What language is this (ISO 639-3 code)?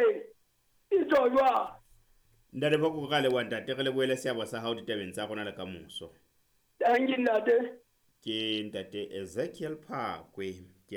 sot